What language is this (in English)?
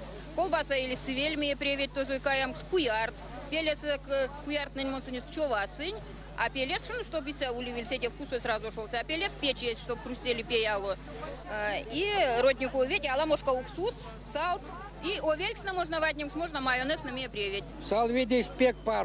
Erzya